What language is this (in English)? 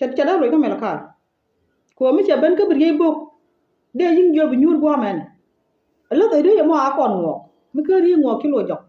Nuer